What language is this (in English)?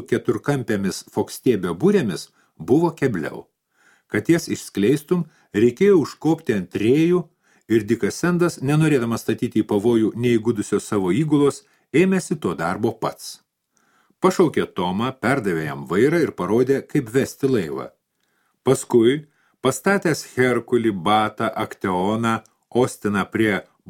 Lithuanian